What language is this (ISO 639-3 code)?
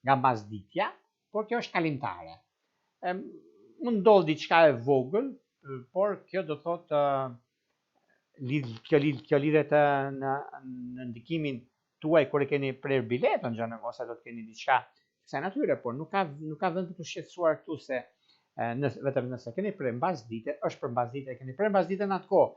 sqi